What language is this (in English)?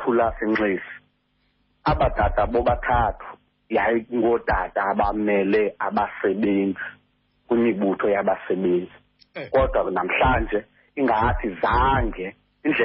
Xhosa